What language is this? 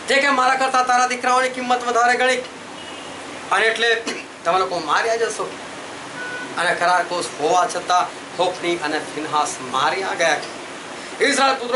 Gujarati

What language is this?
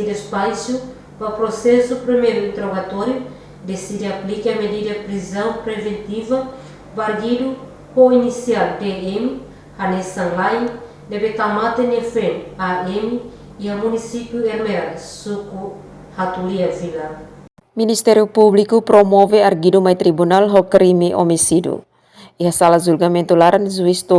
Tetum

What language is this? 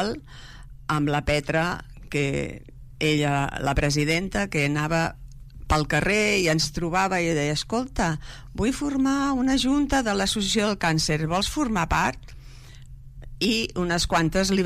Catalan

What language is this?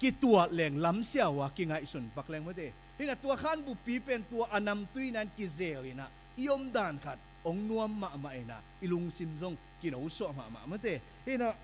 Tedim Chin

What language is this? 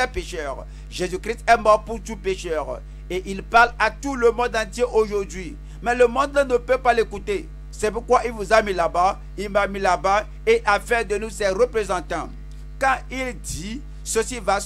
French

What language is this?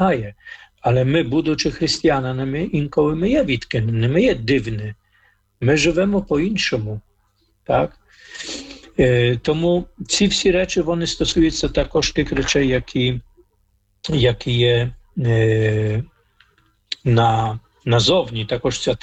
Ukrainian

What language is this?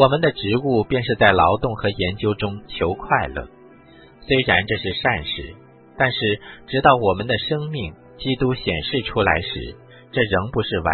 Chinese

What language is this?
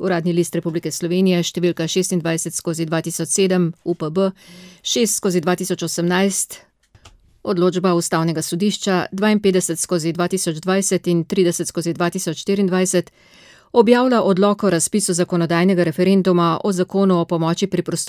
Slovenian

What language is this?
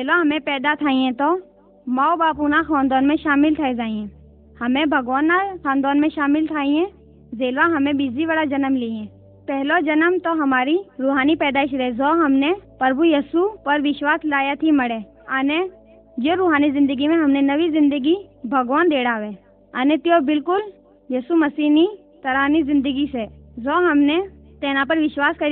Gujarati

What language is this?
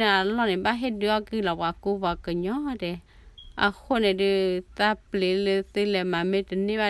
S'gaw Karen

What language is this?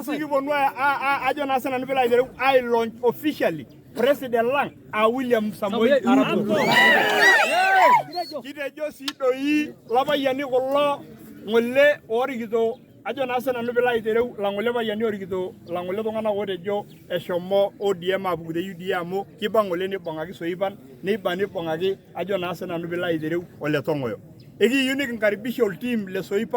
Masai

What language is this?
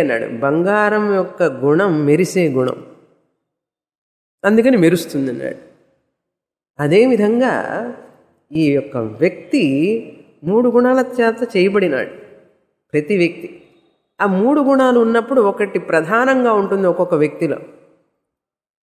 Telugu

